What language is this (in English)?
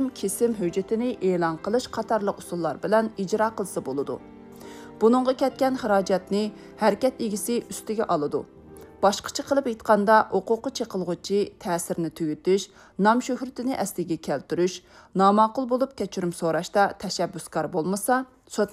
Uyghur